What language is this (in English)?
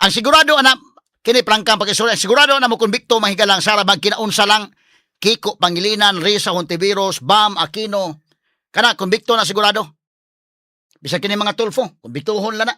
Cebuano